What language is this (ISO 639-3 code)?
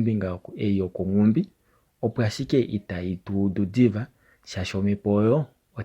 kua